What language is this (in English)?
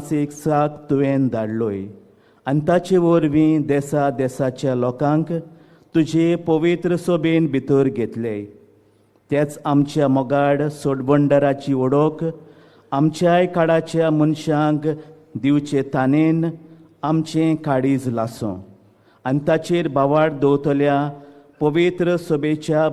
Konkani